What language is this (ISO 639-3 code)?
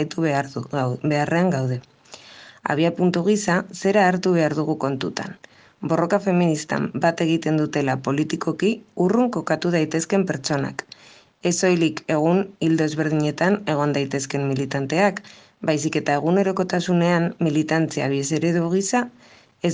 eus